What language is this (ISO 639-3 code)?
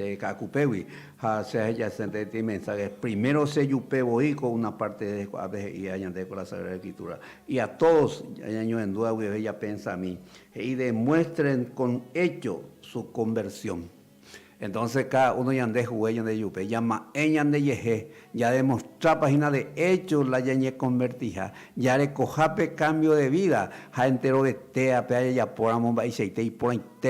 grn